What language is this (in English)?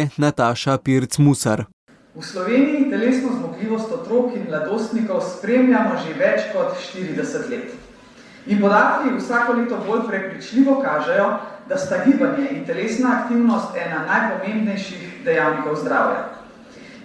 Slovenian